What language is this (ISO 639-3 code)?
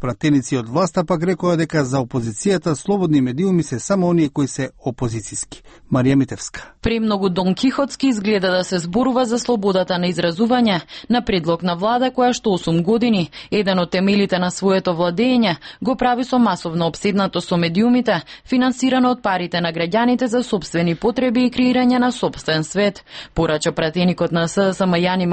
mkd